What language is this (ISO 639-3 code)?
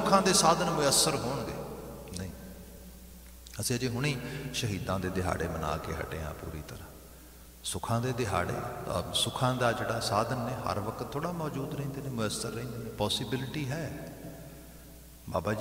pan